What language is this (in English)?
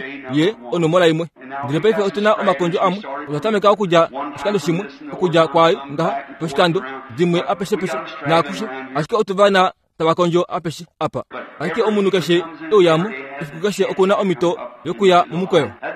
Kuanyama